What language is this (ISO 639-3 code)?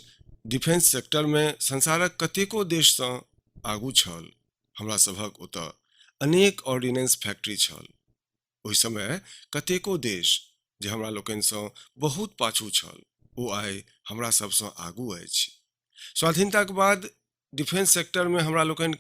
mai